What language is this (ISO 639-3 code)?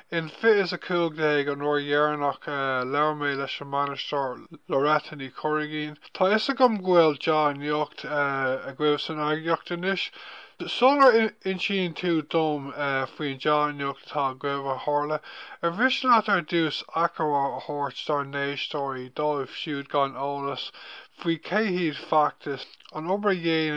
gle